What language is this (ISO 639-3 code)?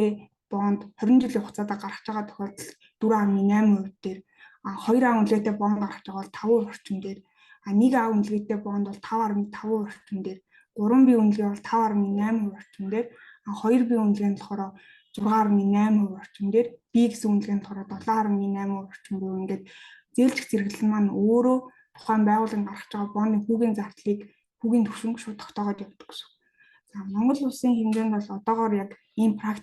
mon